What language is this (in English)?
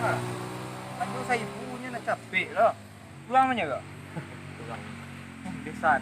Minangkabau